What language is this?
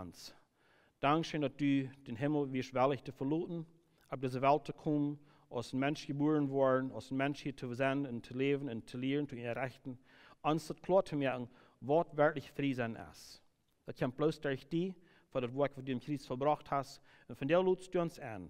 Plautdietsch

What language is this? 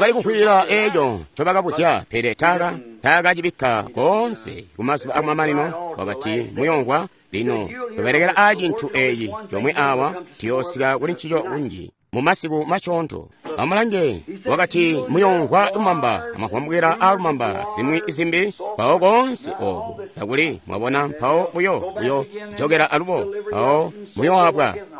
Tonga (Zambia)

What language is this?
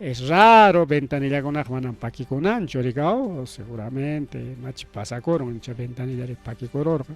Ayacucho Quechua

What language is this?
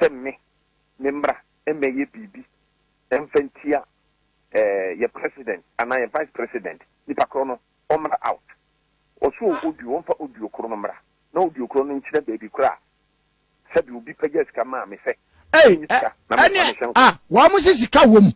Akan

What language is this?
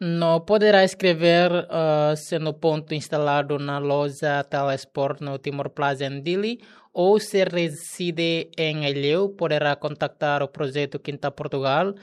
Tetum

